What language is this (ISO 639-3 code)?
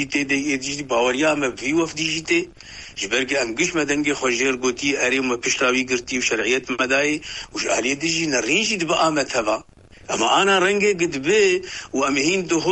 kur